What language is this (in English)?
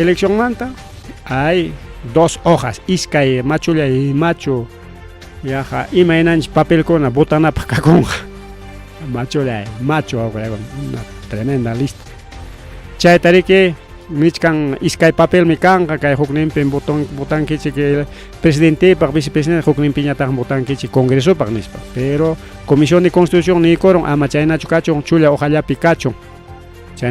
Ayacucho Quechua